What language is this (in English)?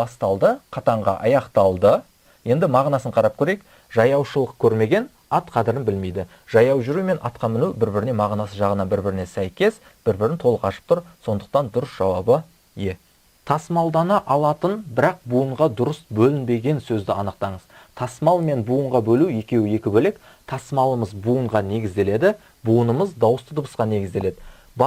Kazakh